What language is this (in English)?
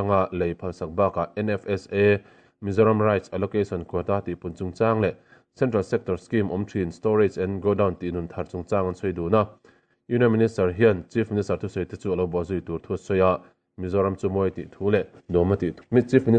Mizo